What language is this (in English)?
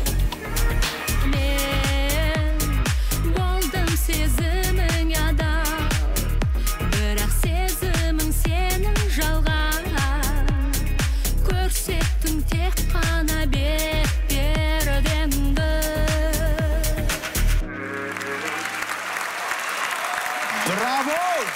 Kazakh